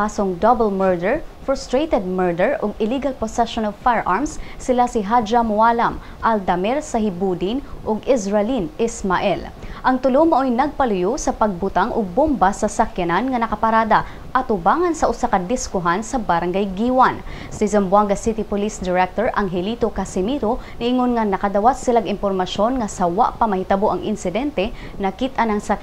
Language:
Cebuano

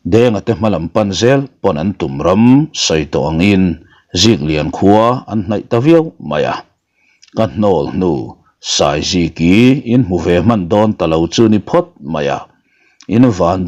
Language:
Mizo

